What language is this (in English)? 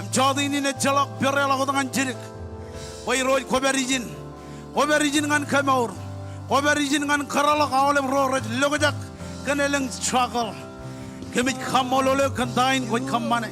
Marshallese